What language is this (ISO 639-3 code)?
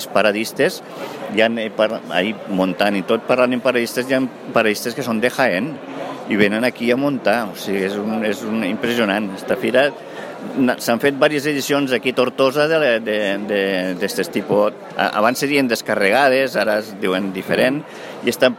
cat